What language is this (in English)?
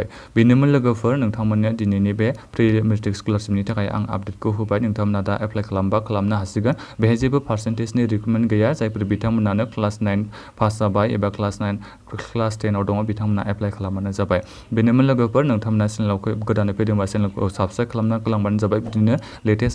Bodo